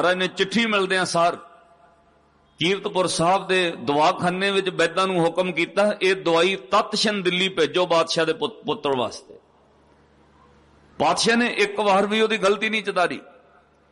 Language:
Punjabi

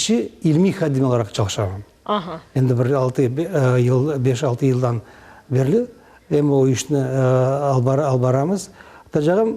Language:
Crimean Tatar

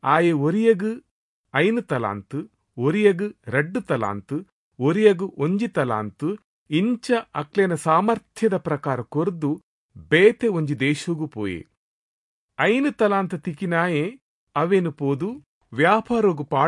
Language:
Tulu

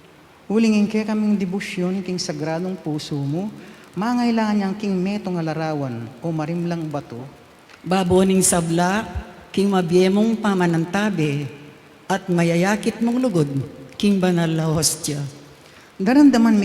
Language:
Pampanga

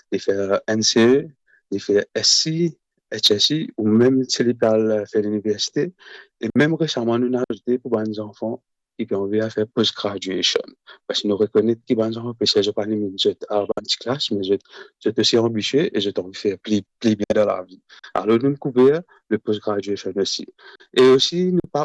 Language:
Morisyen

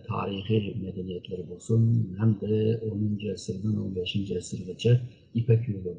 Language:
Uyghur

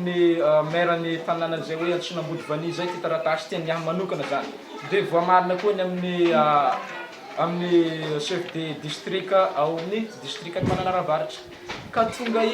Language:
Malagasy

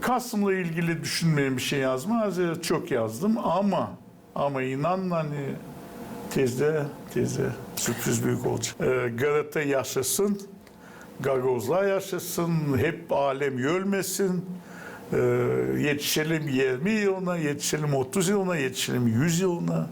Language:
Gagauz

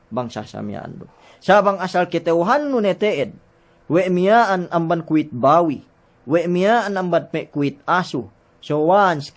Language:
Yakan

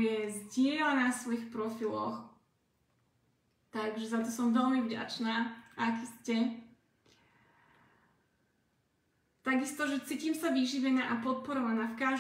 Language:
Slovak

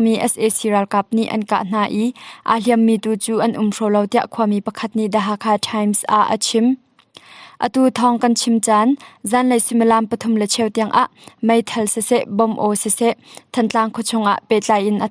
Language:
Hakha Chin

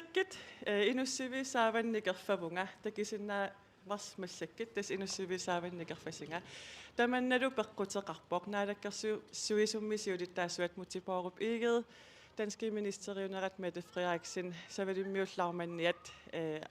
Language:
Kalaallisut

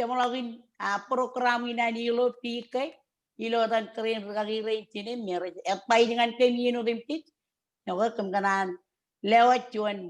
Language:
Marshallese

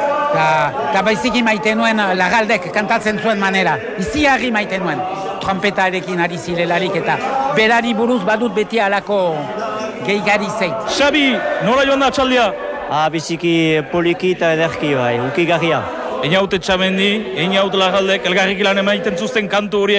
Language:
Basque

